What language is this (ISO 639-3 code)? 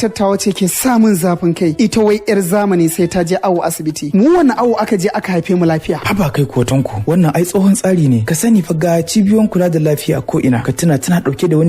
hau